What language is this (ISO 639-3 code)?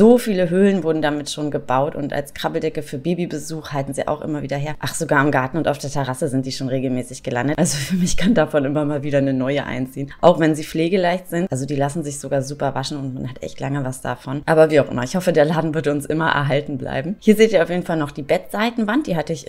deu